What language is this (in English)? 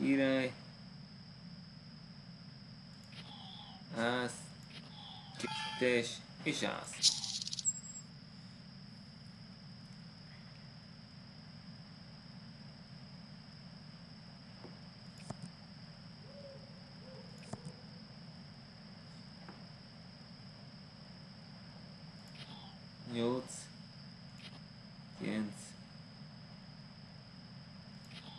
Hungarian